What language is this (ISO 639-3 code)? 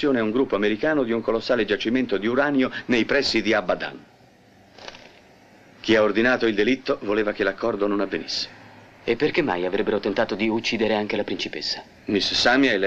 ita